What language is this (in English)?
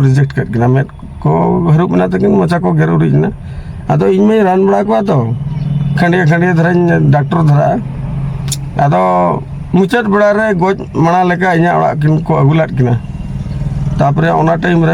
Santali